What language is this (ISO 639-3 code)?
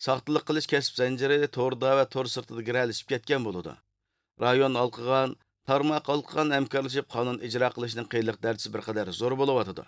uig